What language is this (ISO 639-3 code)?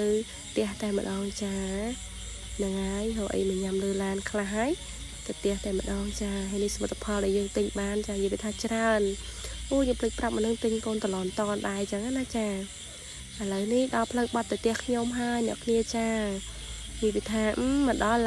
khm